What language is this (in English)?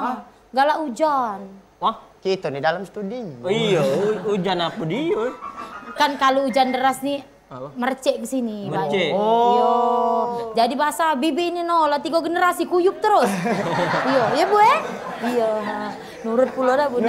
Musi